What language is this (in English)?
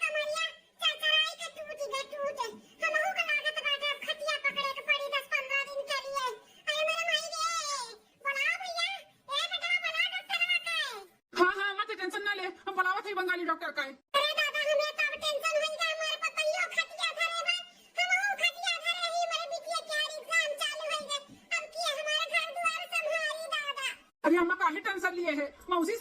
Awadhi